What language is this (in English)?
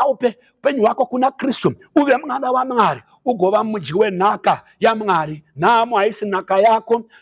Shona